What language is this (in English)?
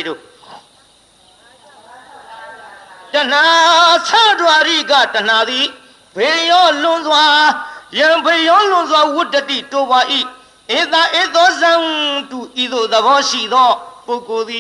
Burmese